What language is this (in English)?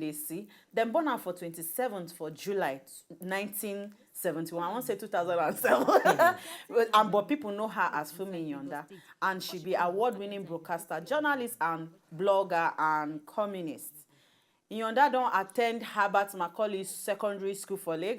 Nigerian Pidgin